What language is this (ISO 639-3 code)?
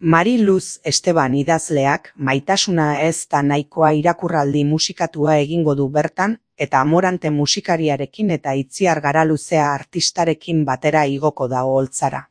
eus